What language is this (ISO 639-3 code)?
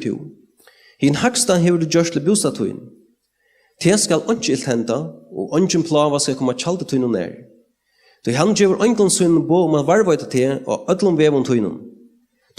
fao